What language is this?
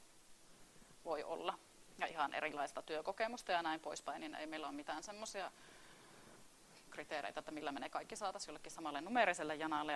Finnish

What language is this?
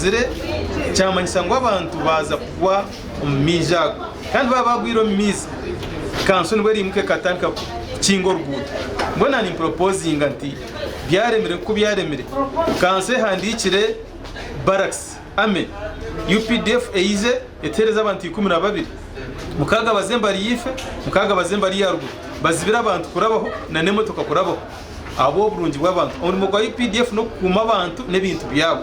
Nyankole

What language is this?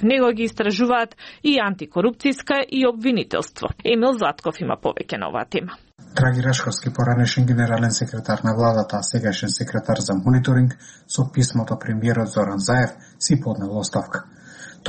Macedonian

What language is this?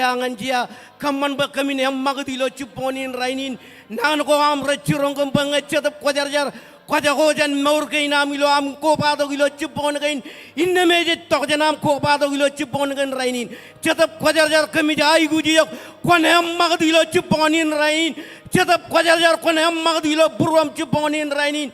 Marshallese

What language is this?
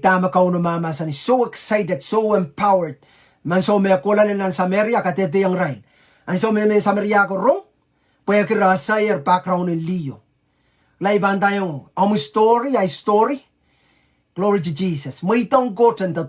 Pohnpeian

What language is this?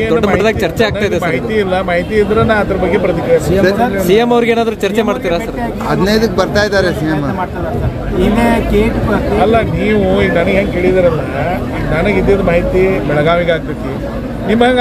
Kannada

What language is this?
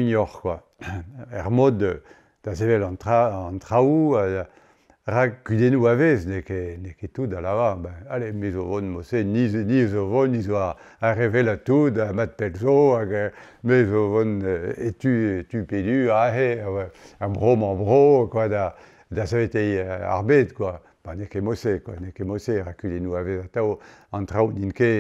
Breton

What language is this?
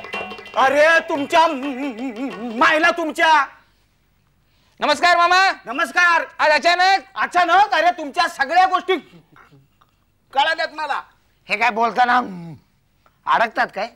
Marathi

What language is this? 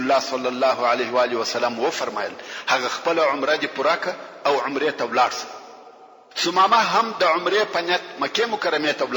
Pashto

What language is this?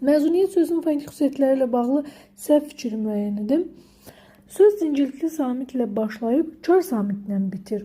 Azerbaijani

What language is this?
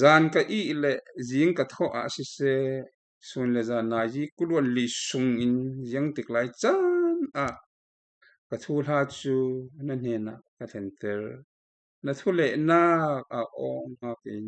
Falam Chin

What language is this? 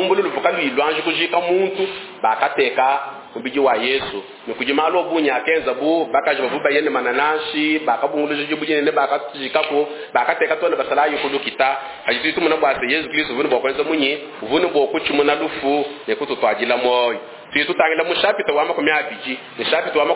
Luba-Lulua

